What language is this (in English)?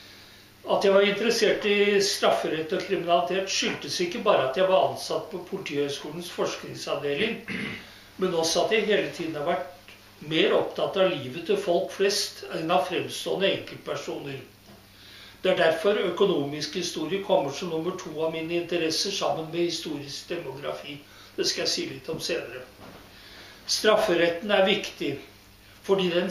Norwegian